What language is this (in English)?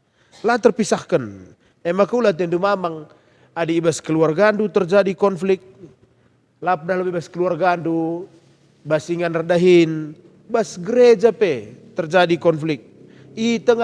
Batak Karo